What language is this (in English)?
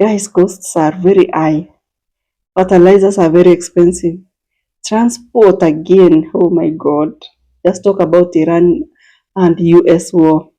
Jamaican Creole English